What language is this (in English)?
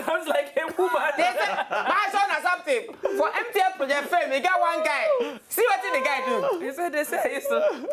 Nigerian Pidgin